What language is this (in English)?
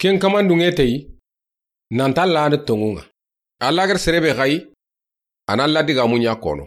Soninke